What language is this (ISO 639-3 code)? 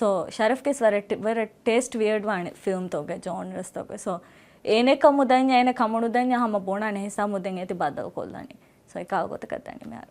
div